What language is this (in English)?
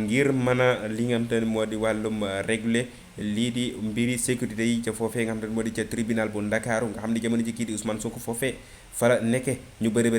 Wolof